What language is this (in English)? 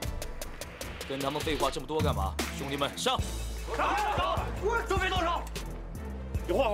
Chinese